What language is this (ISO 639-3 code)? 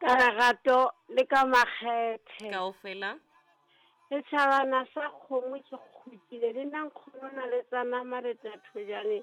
sot